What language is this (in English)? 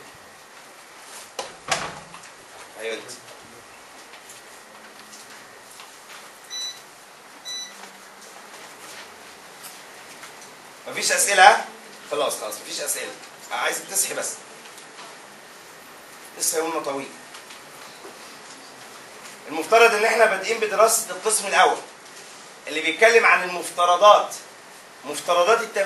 Egyptian Arabic